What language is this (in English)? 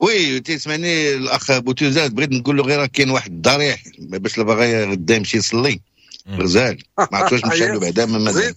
Moroccan Arabic